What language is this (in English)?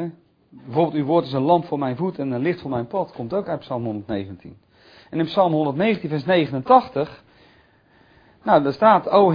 Dutch